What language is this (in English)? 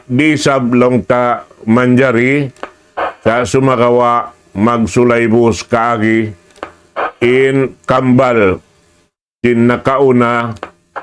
Tausug